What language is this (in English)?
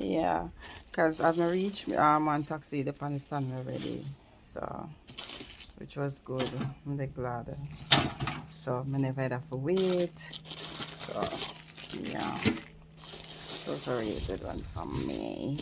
Jamaican Creole English